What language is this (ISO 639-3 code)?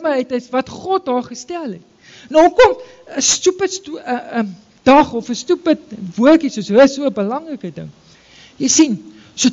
afr